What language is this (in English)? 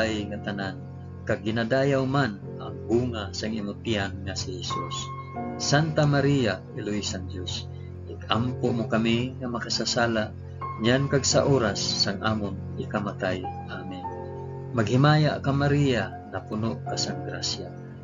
Hiligaynon